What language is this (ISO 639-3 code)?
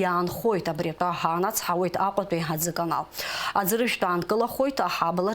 abk